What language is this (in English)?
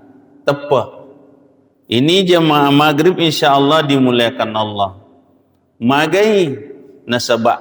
Buginese